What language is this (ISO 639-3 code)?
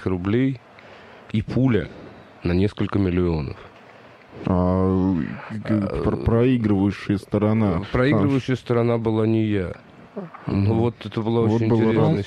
rus